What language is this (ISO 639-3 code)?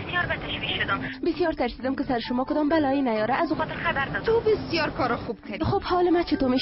tgk